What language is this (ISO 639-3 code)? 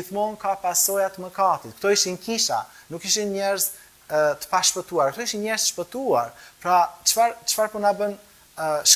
sqi